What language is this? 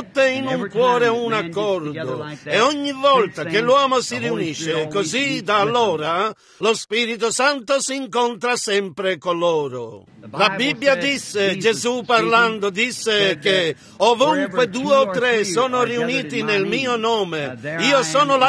Italian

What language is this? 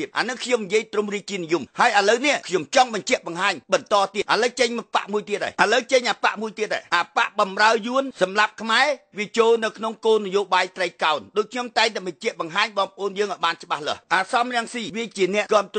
Khmer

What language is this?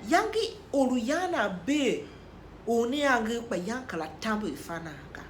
Tiv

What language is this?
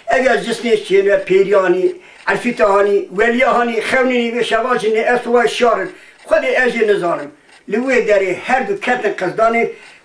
Kurdish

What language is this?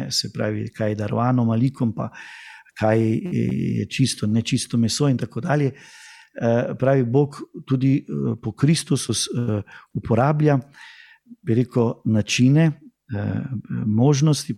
Slovenian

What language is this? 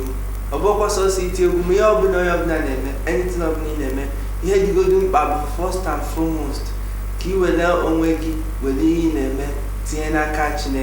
Igbo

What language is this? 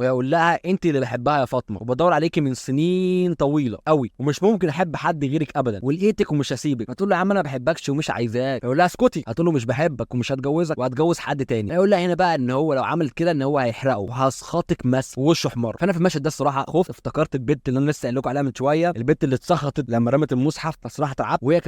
Egyptian Arabic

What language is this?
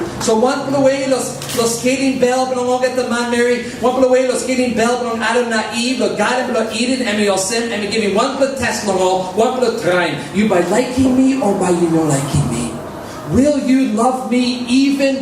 Tok Pisin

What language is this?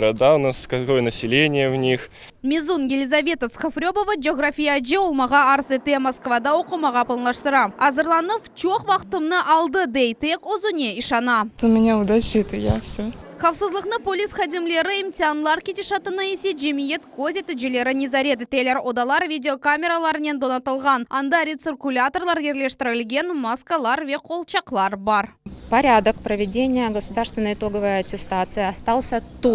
Crimean Tatar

